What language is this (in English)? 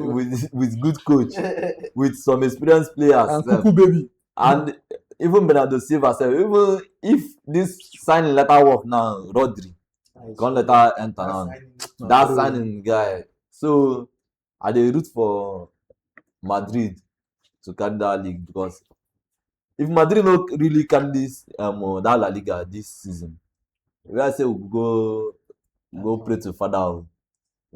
Nigerian Pidgin